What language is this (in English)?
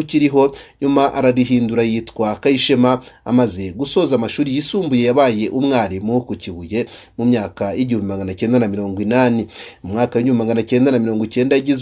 Kinyarwanda